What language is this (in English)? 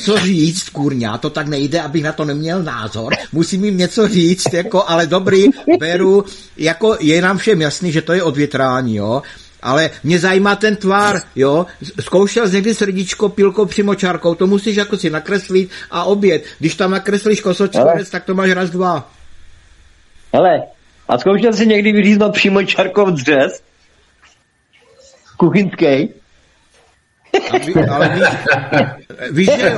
Czech